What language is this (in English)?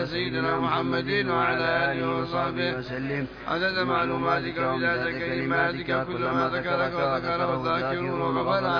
Arabic